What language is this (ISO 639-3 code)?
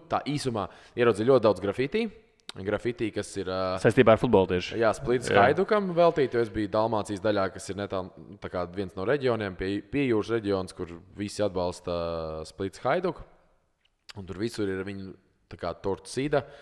lav